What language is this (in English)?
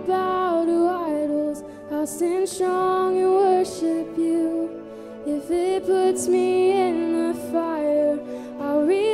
English